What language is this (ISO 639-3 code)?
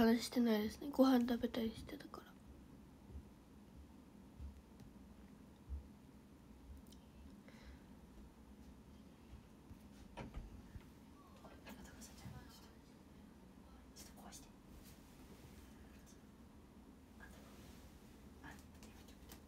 jpn